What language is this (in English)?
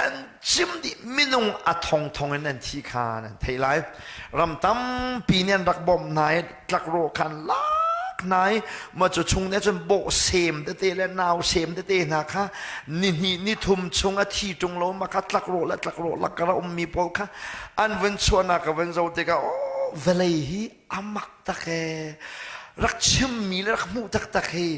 Hakha Chin